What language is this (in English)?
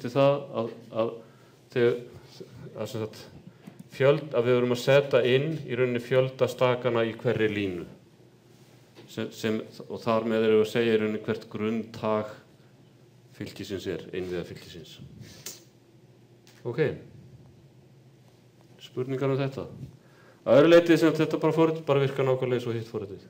Icelandic